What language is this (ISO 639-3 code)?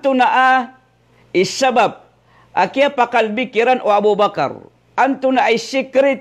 mrw